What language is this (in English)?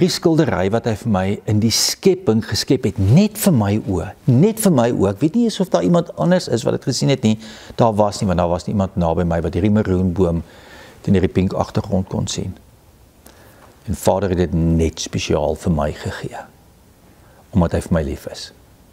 Afrikaans